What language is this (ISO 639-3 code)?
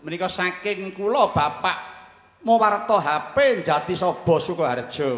jav